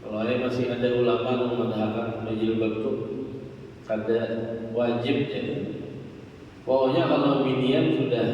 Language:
Banjar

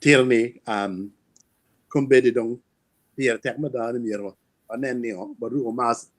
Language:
Acoli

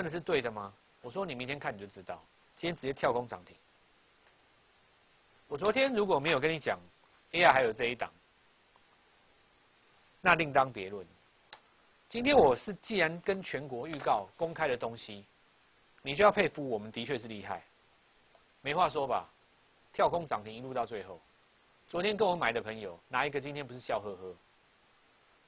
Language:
Chinese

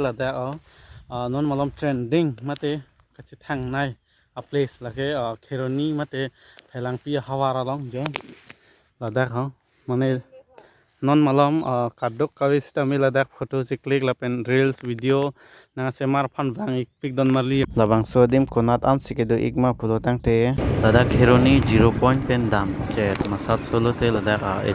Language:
Karbi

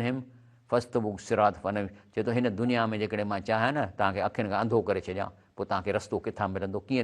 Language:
Sindhi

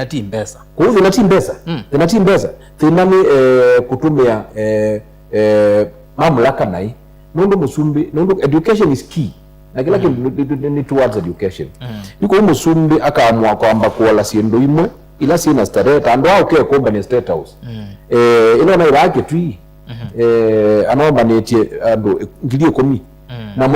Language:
Kamba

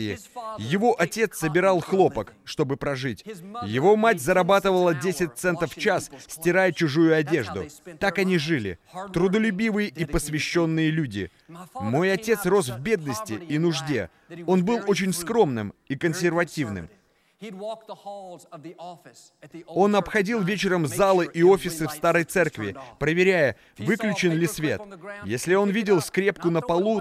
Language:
Russian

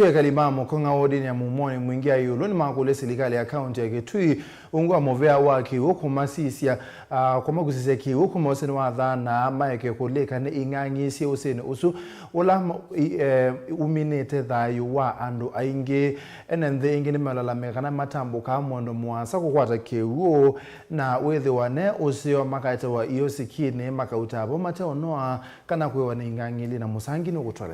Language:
Kamba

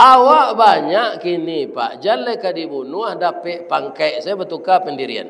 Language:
Minangkabau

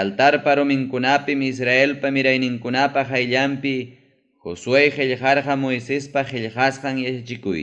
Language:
Ayacucho Quechua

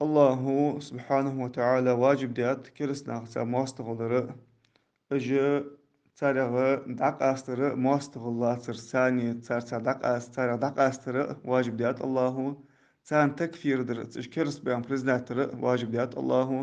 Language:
Ingush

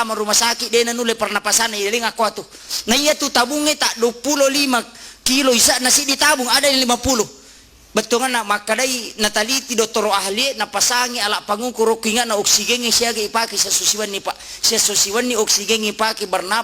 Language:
Buginese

